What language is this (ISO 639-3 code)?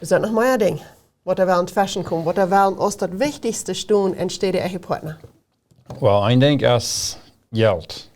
pdt